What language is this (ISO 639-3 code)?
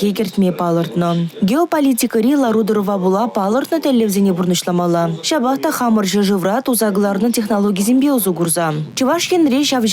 chv